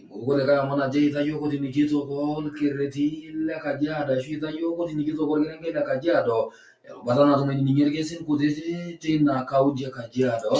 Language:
Masai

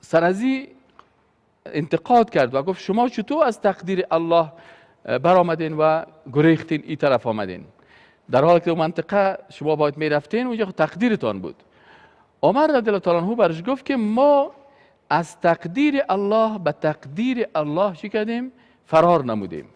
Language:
Persian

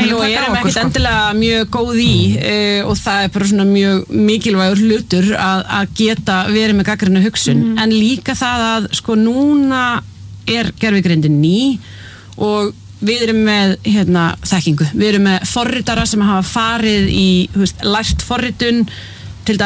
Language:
Icelandic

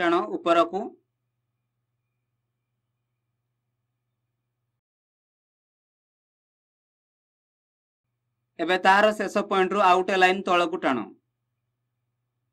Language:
Odia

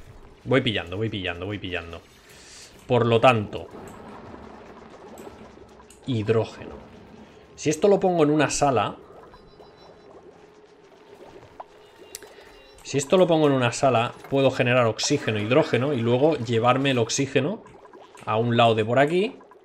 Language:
Spanish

